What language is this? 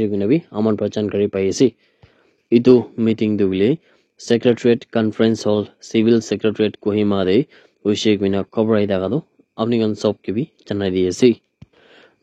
Naga Pidgin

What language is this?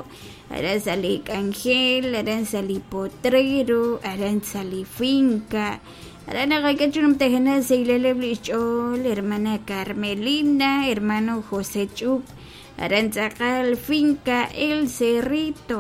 Kekchí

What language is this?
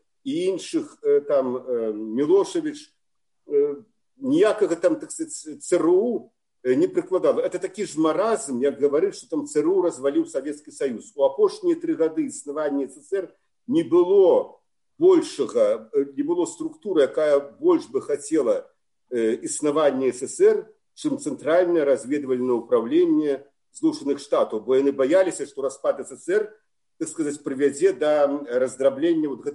Belarusian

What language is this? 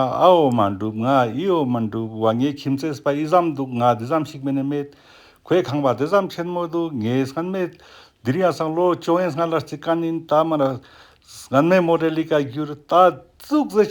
Ladakhi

